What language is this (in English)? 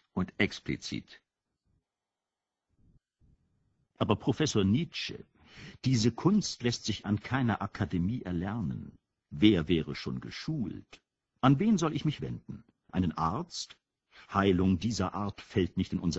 German